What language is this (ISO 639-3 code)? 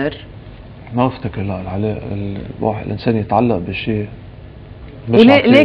apc